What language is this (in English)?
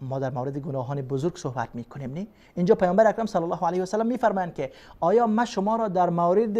Persian